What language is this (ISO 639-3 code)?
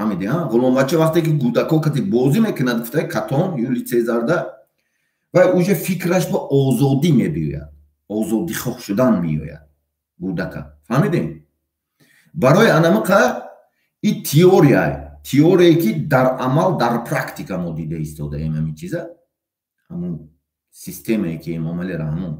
tgk